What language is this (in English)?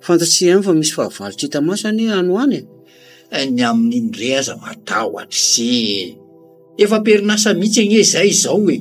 Malagasy